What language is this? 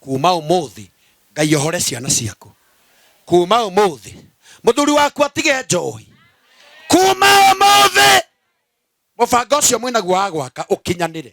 Kikuyu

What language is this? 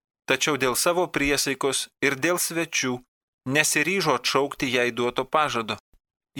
Lithuanian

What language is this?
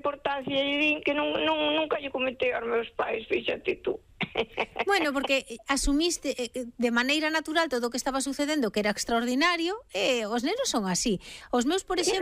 Galician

